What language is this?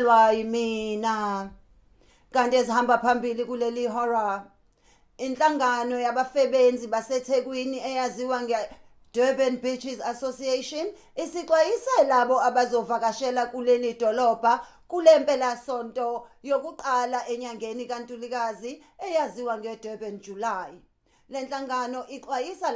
Zulu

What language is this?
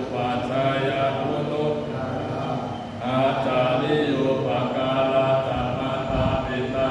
Pali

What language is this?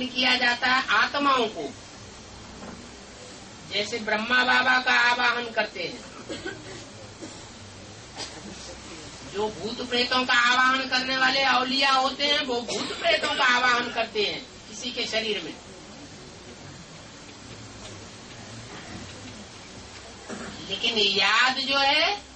Hindi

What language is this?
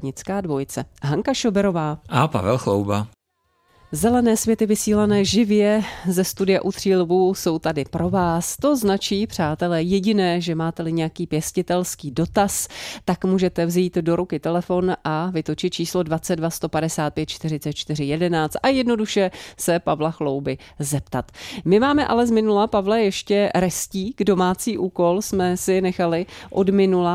Czech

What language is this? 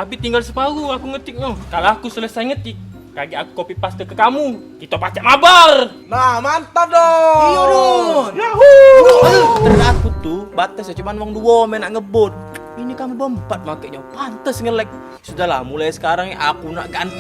Musi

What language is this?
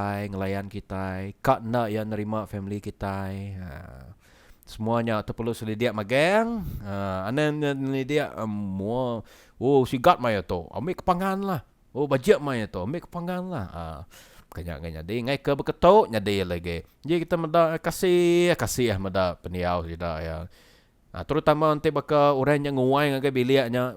Iban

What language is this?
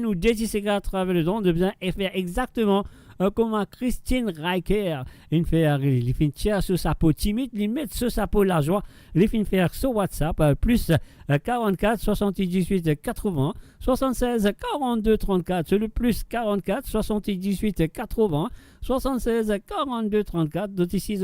Morisyen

